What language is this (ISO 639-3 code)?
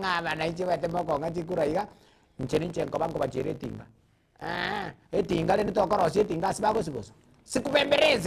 guz